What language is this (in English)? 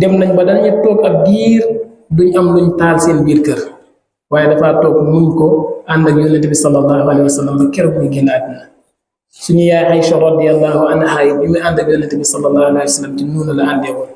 Wolof